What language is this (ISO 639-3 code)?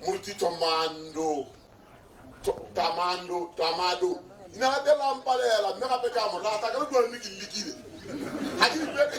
tsn